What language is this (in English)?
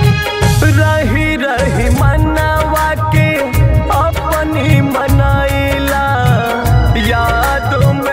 Bhojpuri